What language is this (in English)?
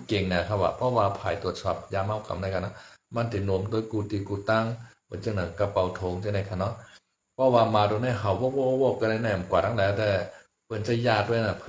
Shan